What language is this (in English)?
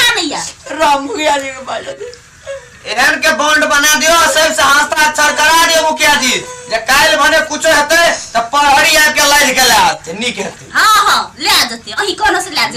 Maithili